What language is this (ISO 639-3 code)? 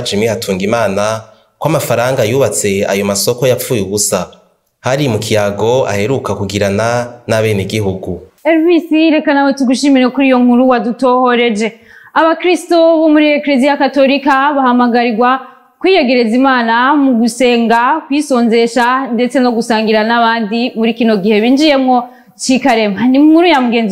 run